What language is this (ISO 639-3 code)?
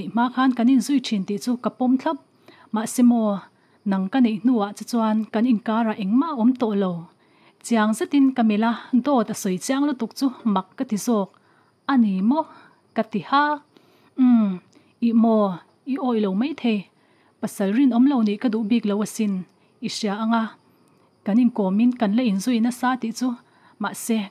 lus